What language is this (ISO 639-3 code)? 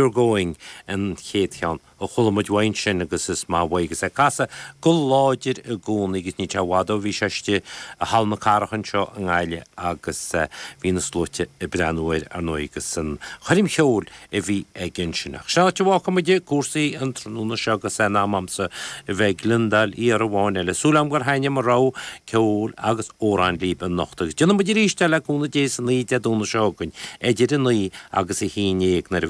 gle